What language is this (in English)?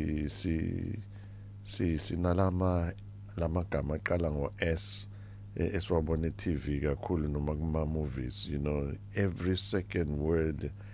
Zulu